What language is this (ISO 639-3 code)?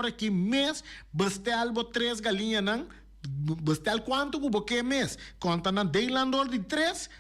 pap